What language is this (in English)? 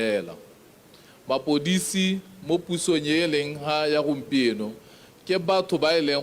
Tswana